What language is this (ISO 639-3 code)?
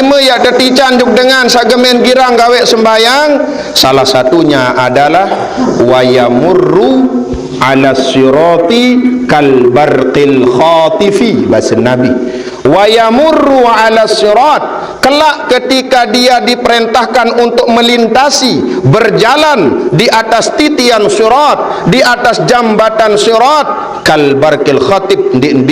sas